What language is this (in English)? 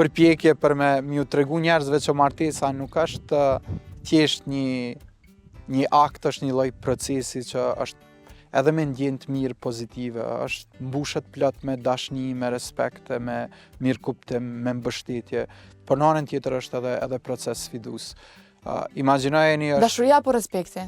Albanian